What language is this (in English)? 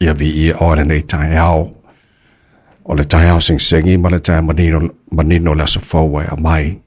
Samoan